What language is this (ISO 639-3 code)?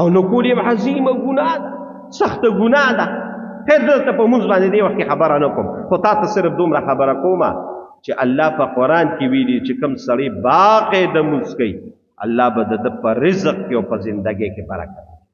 pus